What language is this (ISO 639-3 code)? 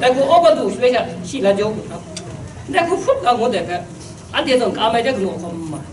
kac